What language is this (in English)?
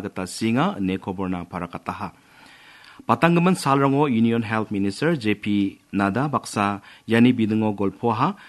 Garo